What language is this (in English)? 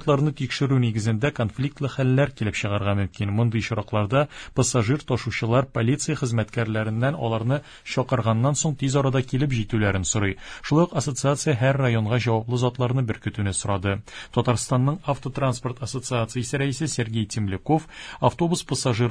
Tatar